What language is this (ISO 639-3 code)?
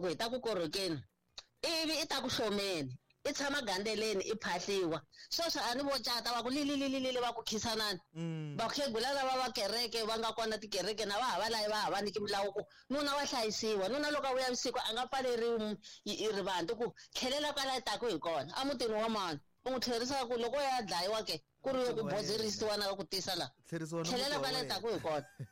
tso